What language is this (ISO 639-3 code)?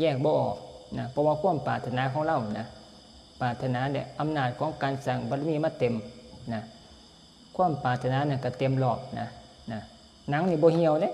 tts